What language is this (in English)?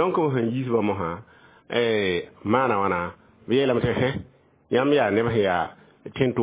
Mossi